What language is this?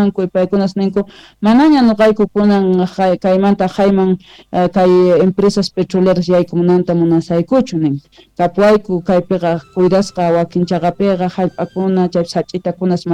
Quechua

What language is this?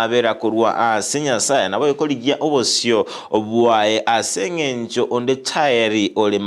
Gusii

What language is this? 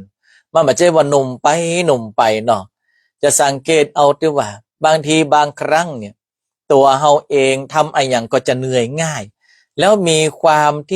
Northern Thai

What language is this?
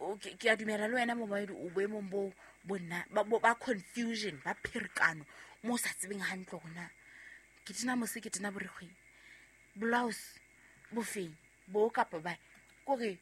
Southern Sotho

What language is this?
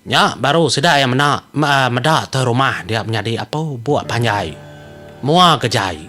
Iban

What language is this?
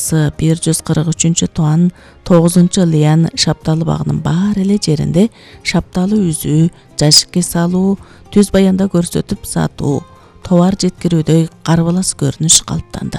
Kyrgyz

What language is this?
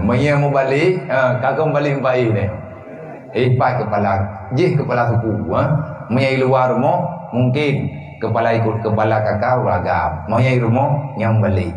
Achinese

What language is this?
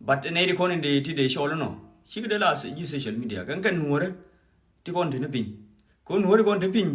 Nuer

